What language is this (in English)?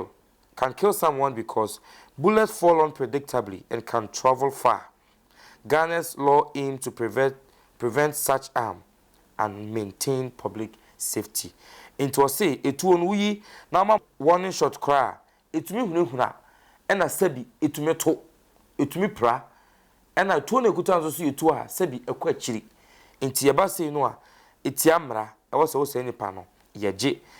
Akan